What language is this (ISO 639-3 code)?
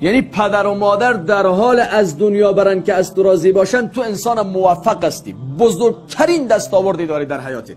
tgk